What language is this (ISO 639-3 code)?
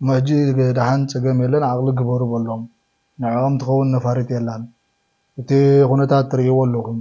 tir